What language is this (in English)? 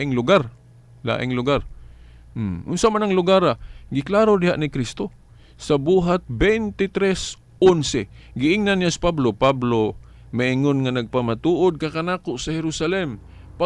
Cebuano